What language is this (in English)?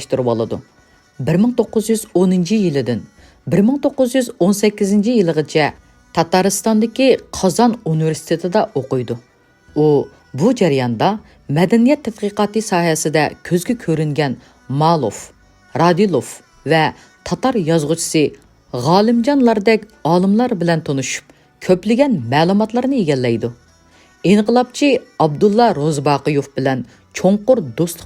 Uyghur